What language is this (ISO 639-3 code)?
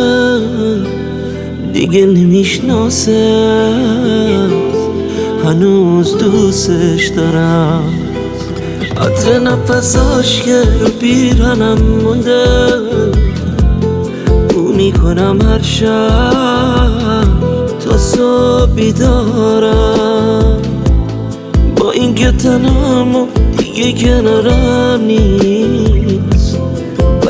fas